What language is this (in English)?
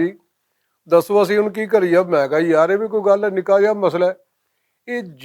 Western Panjabi